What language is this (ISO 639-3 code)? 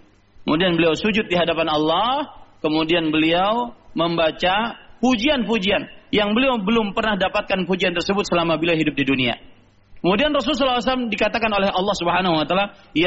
ind